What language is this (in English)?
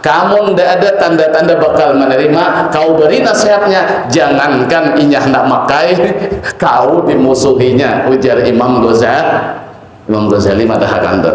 Banjar